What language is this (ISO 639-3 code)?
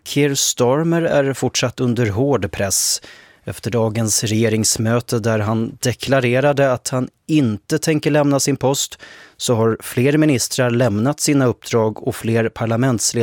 swe